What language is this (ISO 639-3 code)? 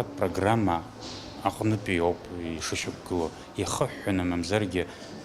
abk